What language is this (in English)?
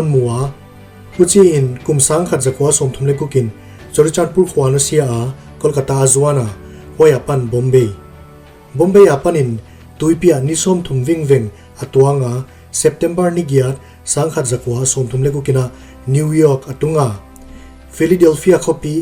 Paite Chin